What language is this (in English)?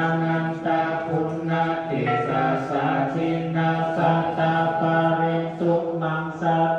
Pali